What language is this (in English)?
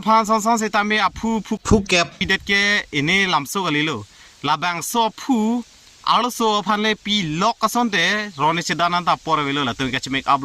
Karbi